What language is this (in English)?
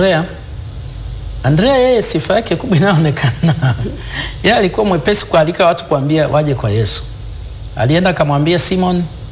Swahili